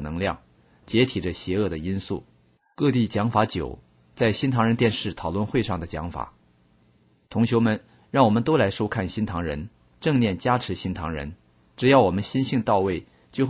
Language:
Chinese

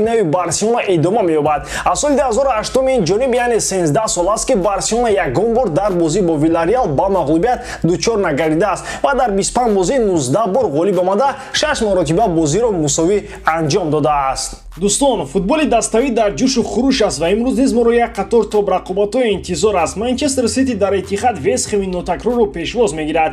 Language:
Tajik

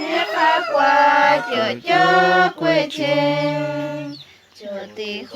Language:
Kekchí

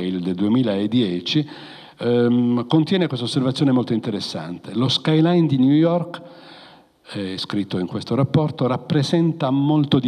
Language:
Italian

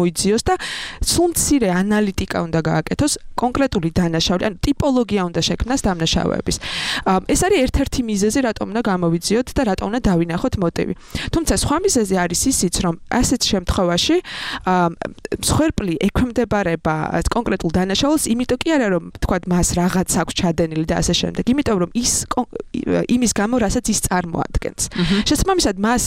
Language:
Georgian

